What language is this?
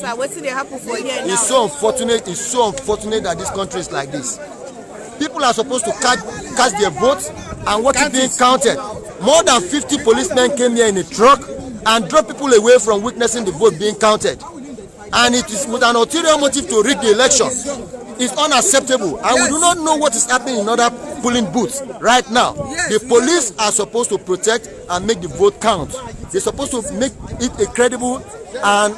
Nigerian Pidgin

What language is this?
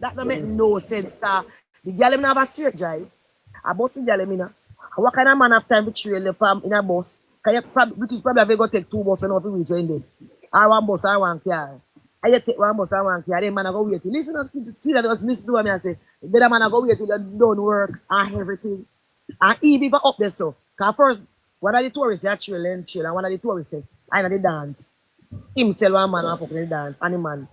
Jamaican Creole English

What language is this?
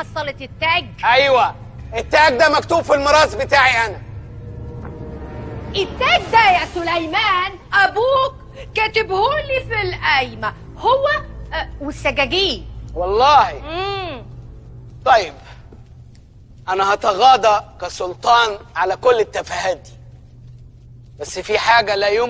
Egyptian Arabic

